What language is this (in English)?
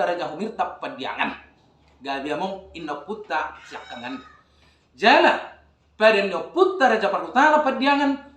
Batak Toba